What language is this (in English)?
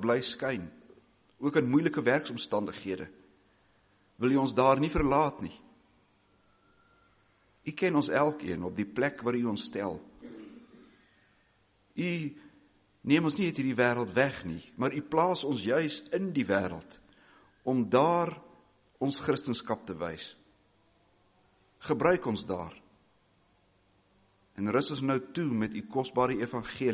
Afrikaans